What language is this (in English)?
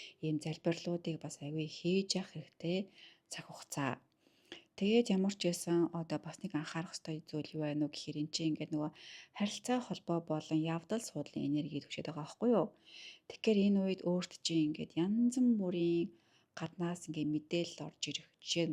Mongolian